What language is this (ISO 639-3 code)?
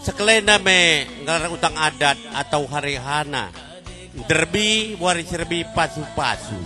btx